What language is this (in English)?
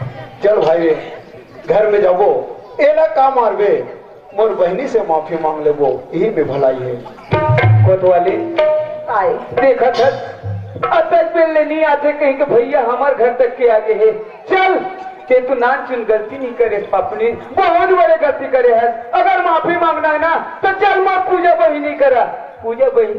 Chhattisgarhi